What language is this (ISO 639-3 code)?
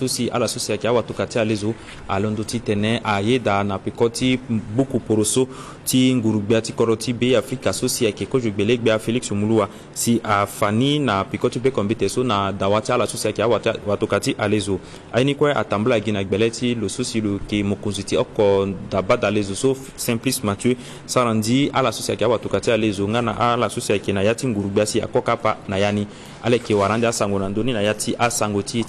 sag